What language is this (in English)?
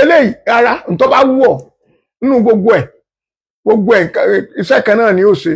Yoruba